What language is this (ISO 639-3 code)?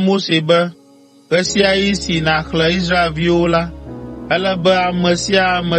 ewe